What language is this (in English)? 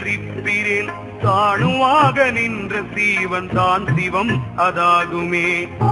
Tamil